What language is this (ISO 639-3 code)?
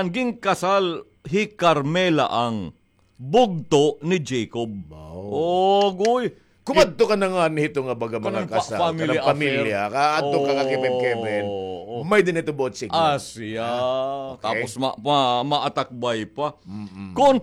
war